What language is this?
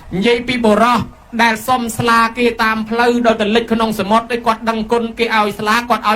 Khmer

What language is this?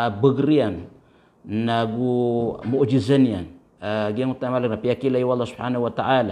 Maranao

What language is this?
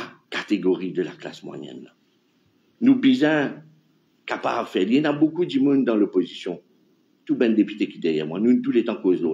Morisyen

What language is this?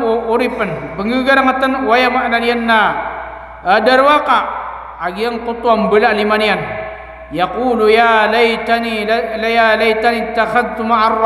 Maranao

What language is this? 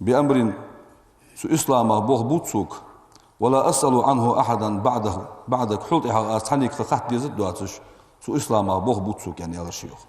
Ingush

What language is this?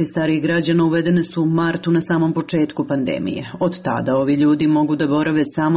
Serbian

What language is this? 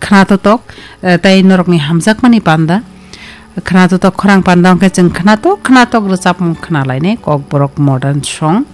Kok Borok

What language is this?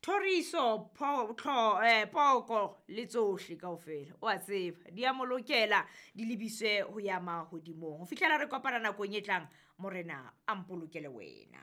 Southern Sotho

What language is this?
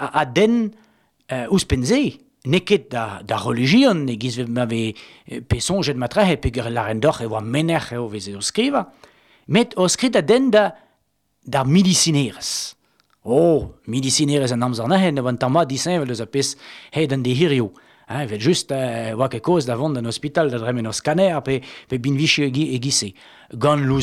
Breton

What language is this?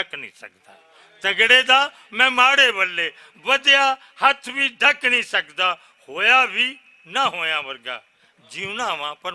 Western Panjabi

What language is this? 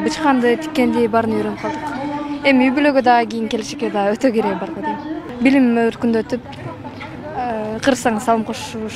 Kyrgyz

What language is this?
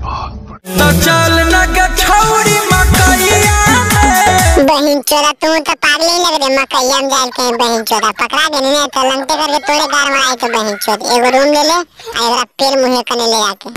Magahi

